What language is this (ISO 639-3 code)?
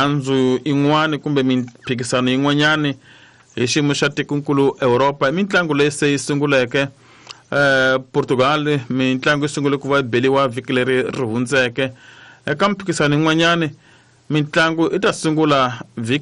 tso